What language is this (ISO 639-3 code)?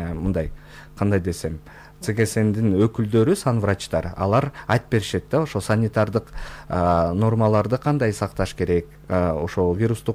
kir